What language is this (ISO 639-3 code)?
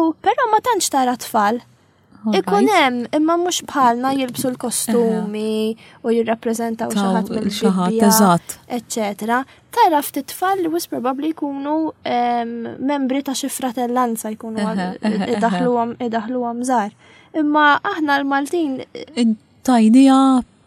mlt